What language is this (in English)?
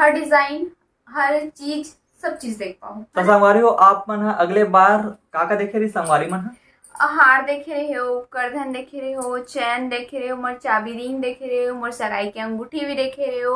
Chhattisgarhi